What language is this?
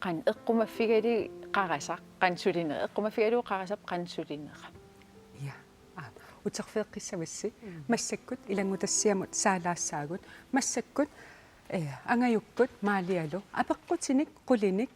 Kalaallisut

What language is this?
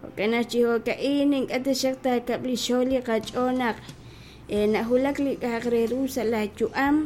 Kekchí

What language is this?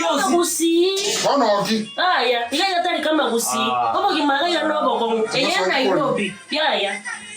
Gusii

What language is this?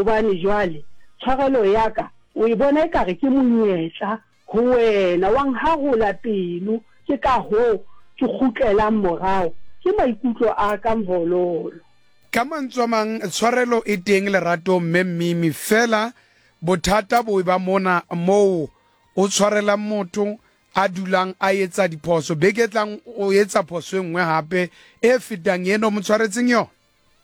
Southern Sotho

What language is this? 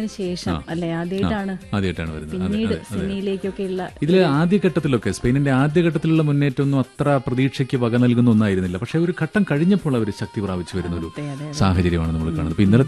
Malayalam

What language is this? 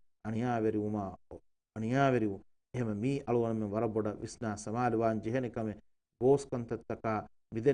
Divehi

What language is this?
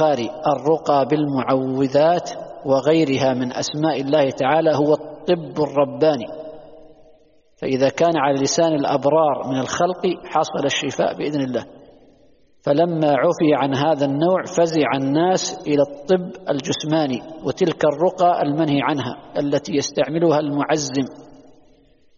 Arabic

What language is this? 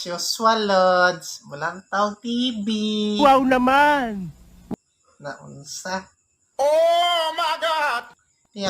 Cebuano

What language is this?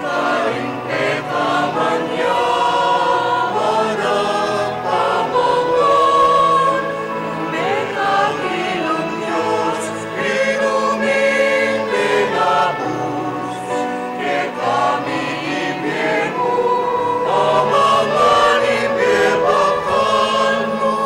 Pampanga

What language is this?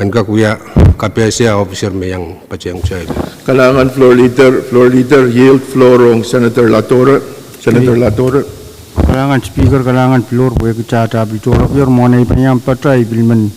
Pohnpeian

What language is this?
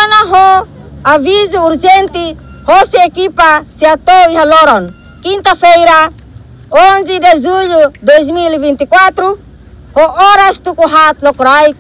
Tetum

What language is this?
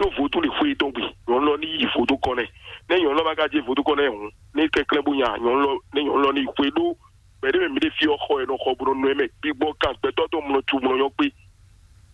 Fon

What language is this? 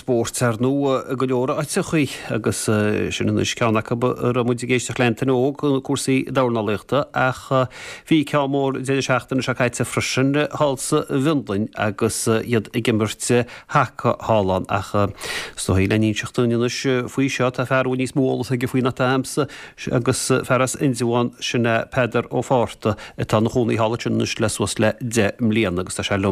Irish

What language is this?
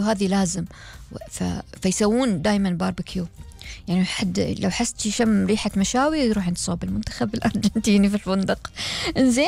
Gulf Arabic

